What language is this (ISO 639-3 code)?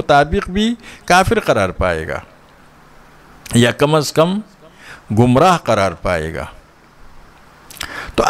urd